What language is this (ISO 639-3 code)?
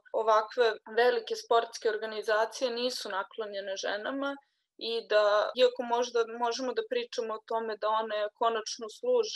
srp